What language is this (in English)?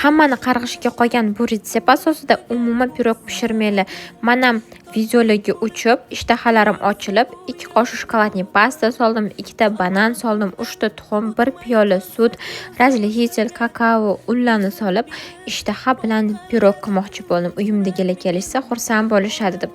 Uzbek